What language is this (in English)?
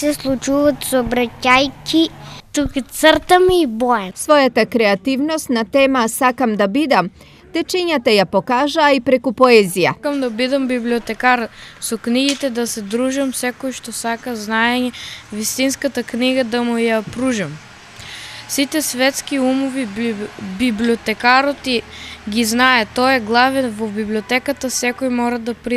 Macedonian